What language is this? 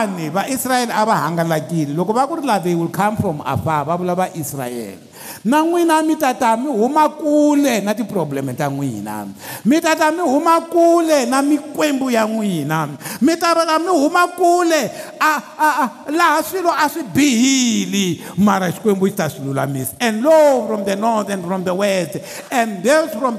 Tsonga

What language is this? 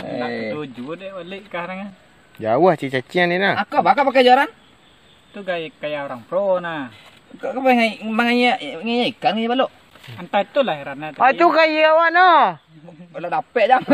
Minangkabau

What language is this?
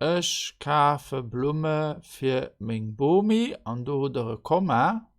Luxembourgish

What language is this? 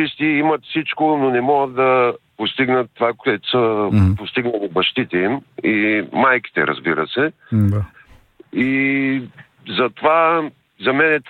Bulgarian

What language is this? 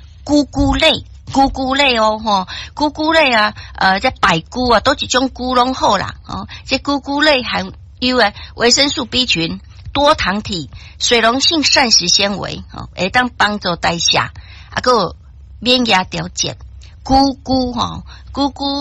Min Nan Chinese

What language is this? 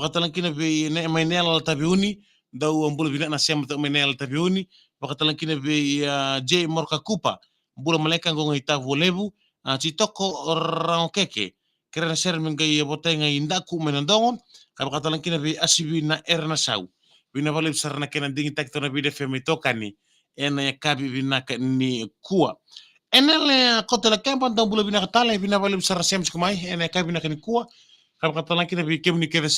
Fijian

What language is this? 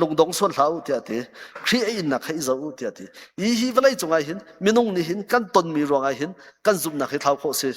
Hakha Chin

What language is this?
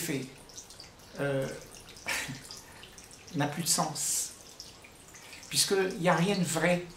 French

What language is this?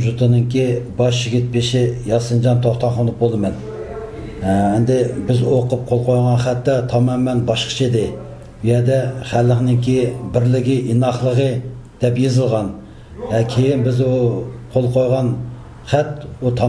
Uyghur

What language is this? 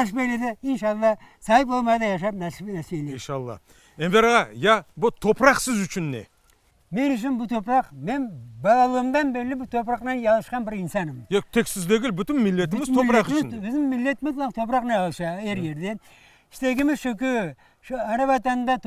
Crimean Tatar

